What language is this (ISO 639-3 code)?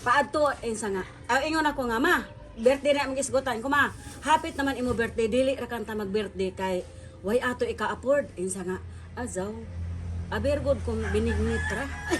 ceb